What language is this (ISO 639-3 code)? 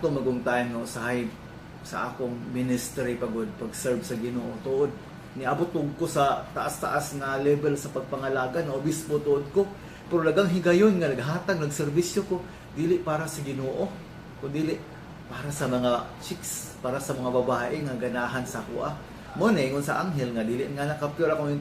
ceb